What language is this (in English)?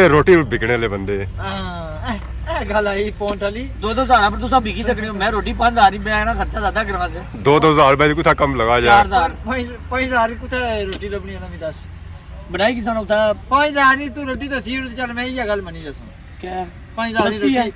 Pahari-Potwari